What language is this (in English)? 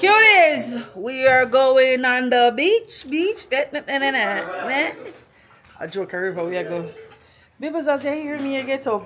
Jamaican Creole English